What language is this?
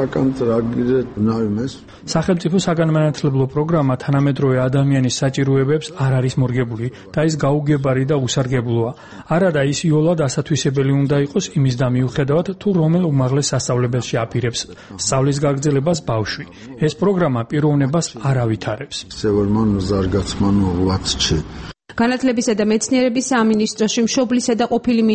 Georgian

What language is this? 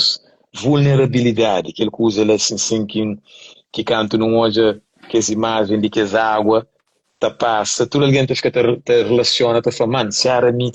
Kabuverdianu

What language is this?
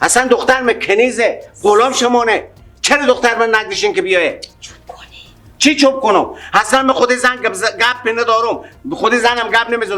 Persian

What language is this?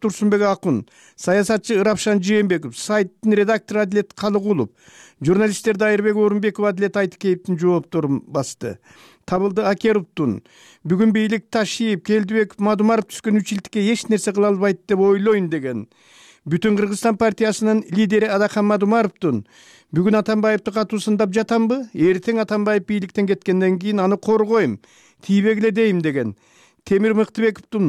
Kyrgyz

